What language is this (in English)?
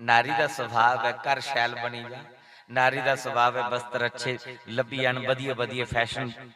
Dogri